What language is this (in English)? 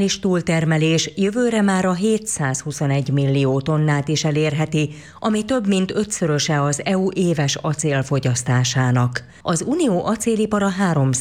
Hungarian